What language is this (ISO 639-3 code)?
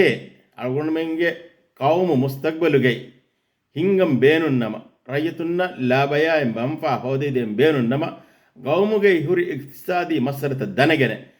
div